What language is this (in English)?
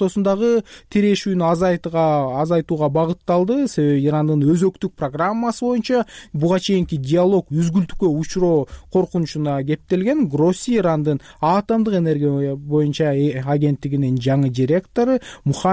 Kyrgyz